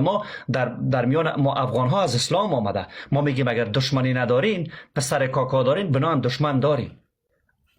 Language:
Persian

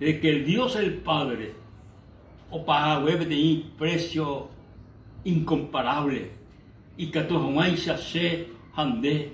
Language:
Guarani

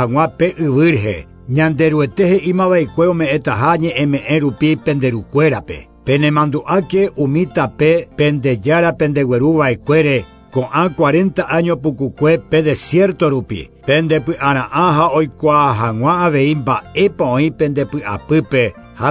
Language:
Guarani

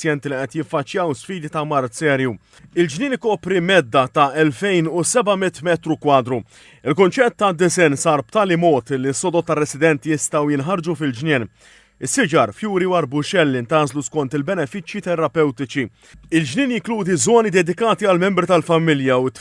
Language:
Maltese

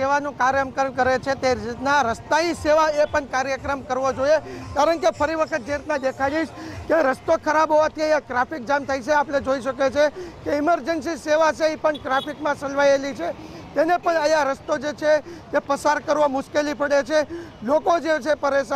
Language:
Gujarati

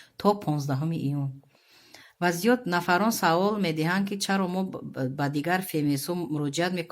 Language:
Tajik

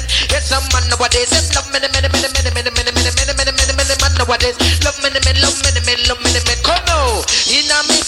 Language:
Jamaican Creole English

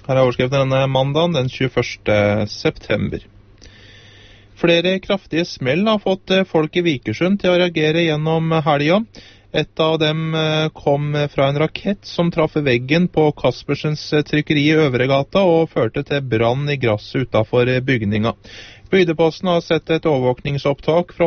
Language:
Norwegian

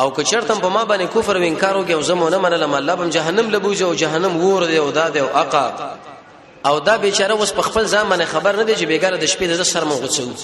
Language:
Pashto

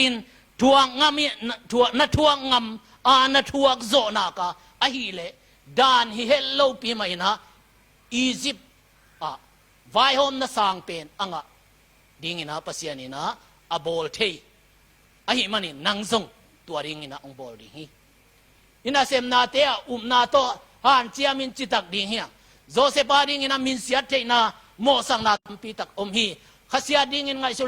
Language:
Tedim Chin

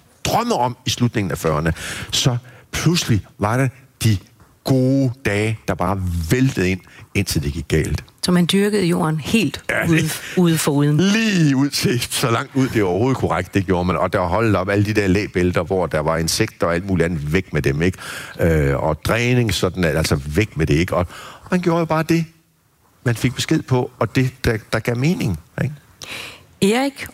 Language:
Danish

